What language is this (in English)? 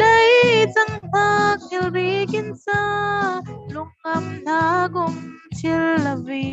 Falam Chin